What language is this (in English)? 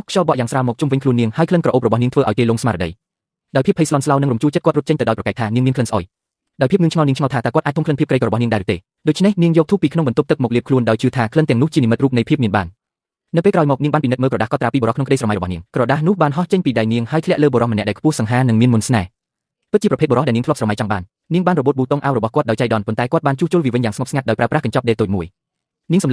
Khmer